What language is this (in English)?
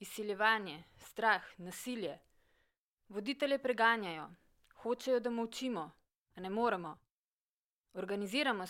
Slovenian